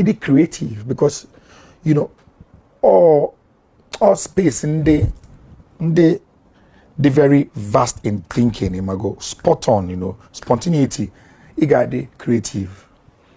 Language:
Igbo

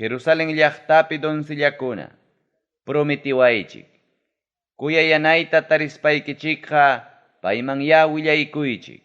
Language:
Ayacucho Quechua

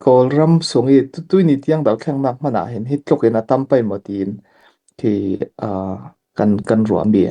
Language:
Falam Chin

